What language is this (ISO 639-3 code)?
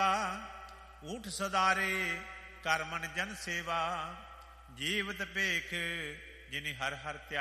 pan